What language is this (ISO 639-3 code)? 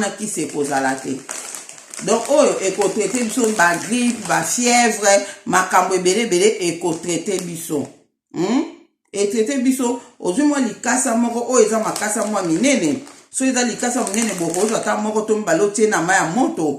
lin